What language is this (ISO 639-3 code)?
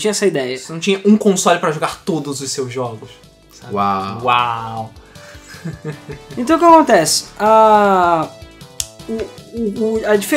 por